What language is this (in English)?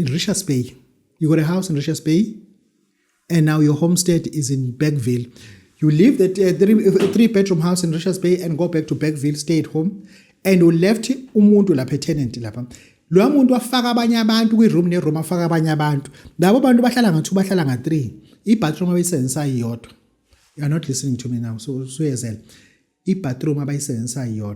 Zulu